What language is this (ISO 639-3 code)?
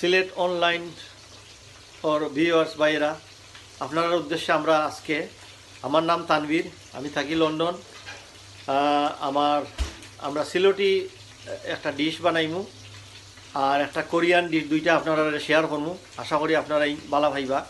syl